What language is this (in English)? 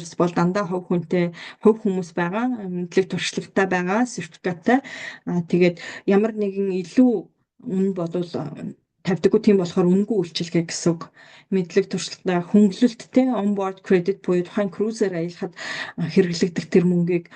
Mongolian